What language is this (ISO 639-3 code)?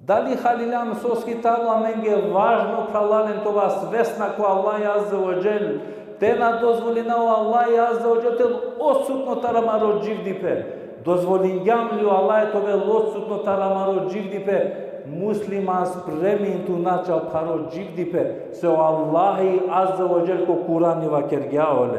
rmn